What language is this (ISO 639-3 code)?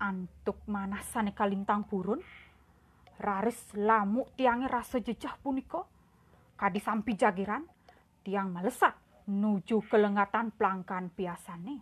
ban